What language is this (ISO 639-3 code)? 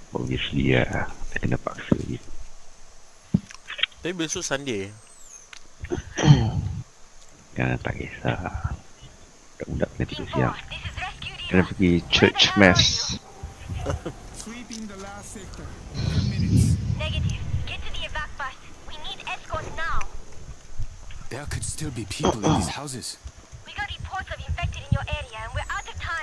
eng